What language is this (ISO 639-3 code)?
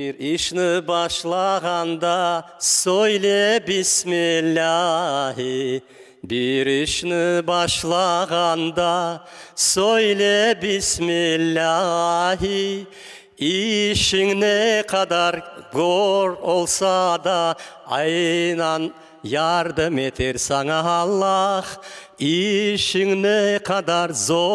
crh